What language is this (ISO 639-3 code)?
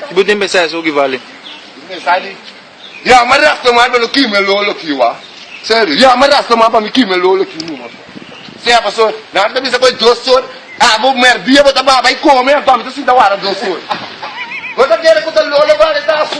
pap